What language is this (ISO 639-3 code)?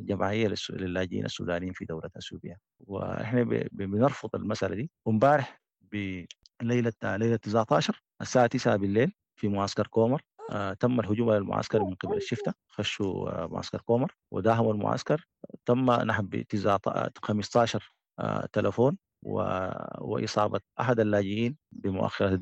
apd